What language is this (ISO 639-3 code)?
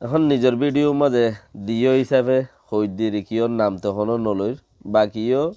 rhg